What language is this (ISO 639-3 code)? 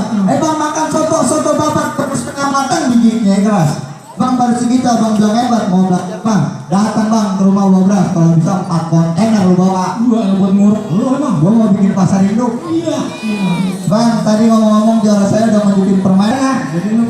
bew